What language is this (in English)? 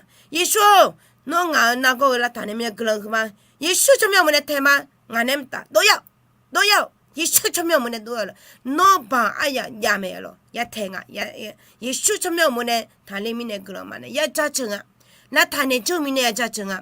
Akha